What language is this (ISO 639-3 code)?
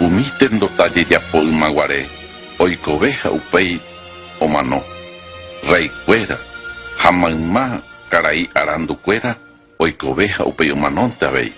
grn